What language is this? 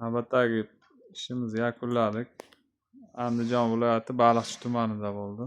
Uzbek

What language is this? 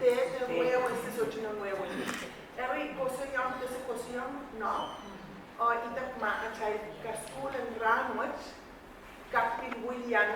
Pohnpeian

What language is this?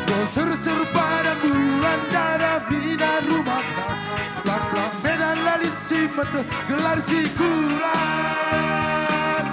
Batak Karo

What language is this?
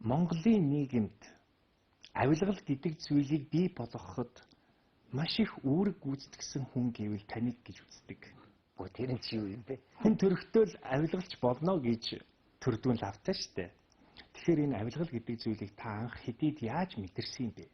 Mongolian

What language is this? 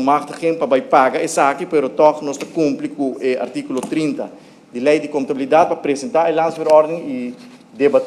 Papiamento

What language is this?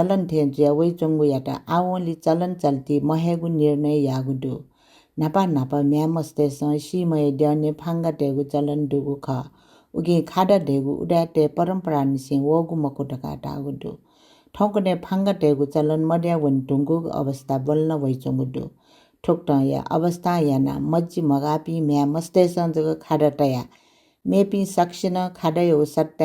Newari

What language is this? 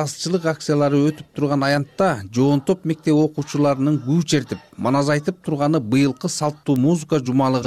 Kyrgyz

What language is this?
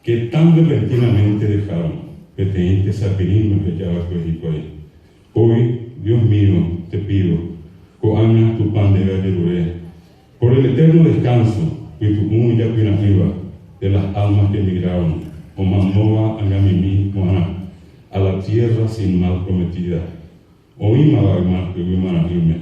Guarani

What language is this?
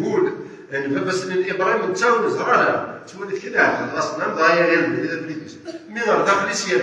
Kabyle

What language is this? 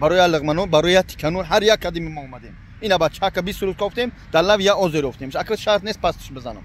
Tajik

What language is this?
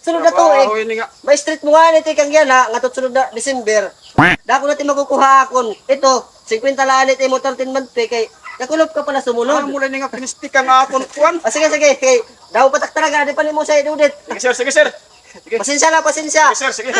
Waray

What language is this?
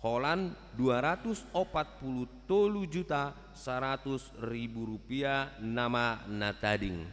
Batak Toba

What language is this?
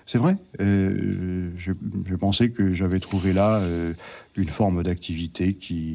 French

